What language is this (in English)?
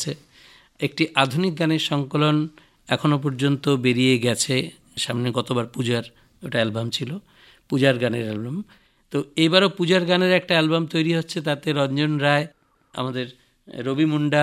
Bangla